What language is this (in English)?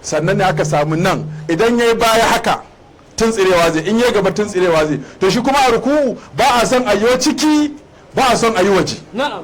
Hausa